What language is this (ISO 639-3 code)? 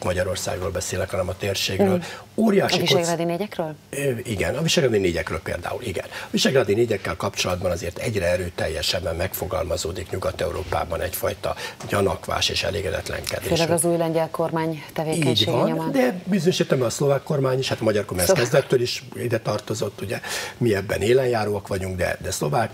hun